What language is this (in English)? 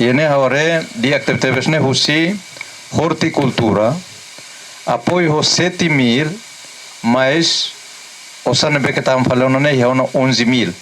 Tetum